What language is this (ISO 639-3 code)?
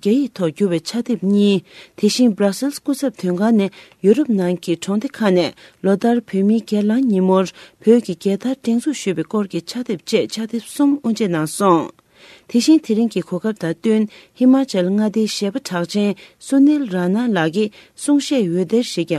bod